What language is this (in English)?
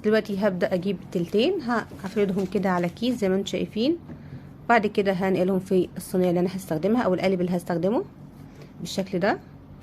Egyptian Arabic